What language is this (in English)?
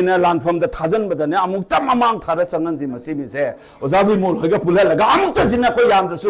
Manipuri